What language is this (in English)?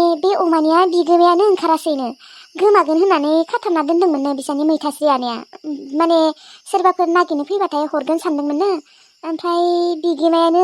Bodo